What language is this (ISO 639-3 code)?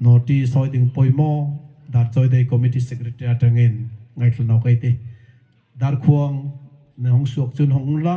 dln